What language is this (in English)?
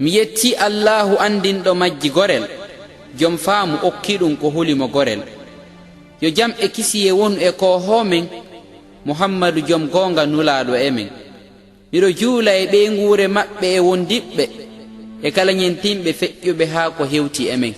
Pular